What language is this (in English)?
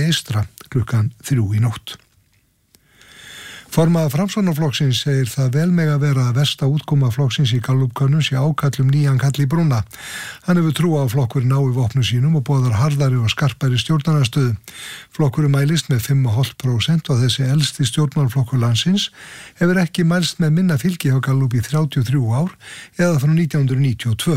Icelandic